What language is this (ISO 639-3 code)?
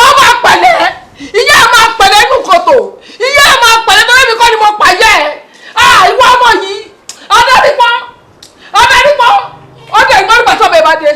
yor